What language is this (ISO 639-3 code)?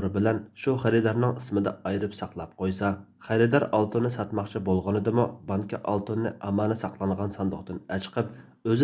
uig